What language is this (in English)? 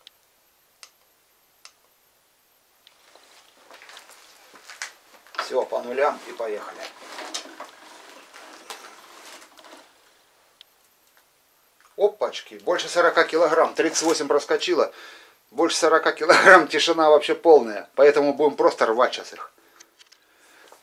Russian